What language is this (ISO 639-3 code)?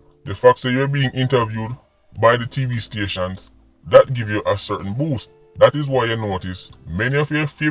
jam